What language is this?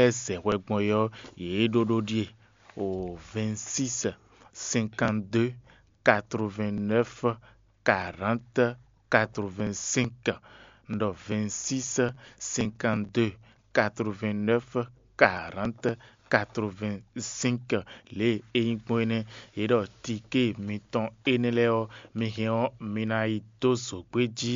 Fon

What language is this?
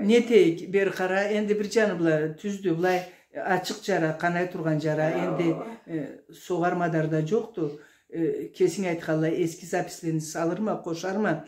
Karachay-Balkar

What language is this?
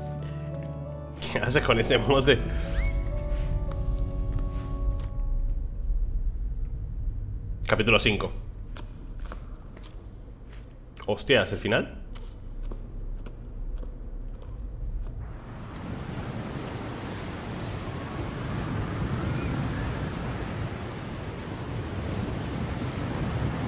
Spanish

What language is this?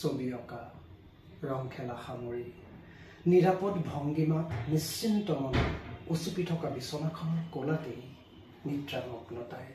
Assamese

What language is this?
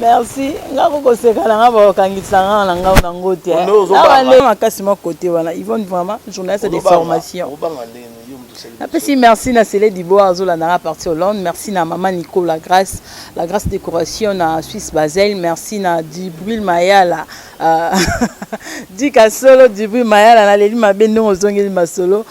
Lingala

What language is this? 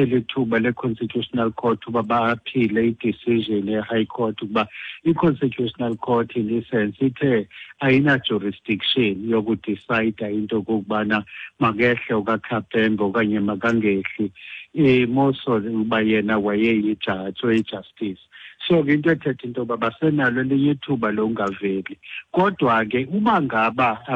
Xhosa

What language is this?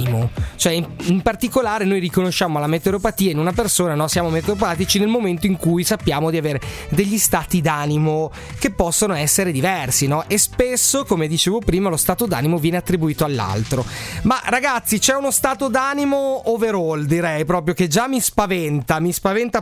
Italian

